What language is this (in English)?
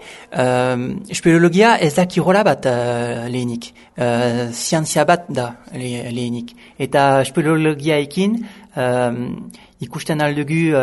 Basque